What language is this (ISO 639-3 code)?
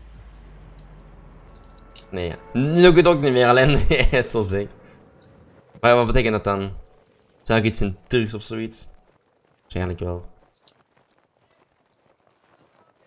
nld